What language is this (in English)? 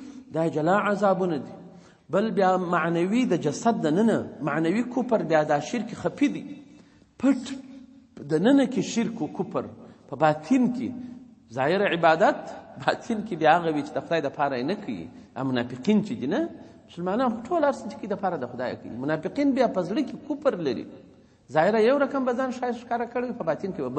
Pashto